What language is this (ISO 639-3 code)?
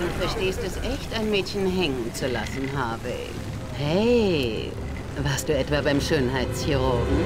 gsw